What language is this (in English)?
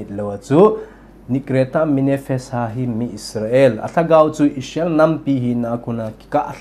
Thado Chin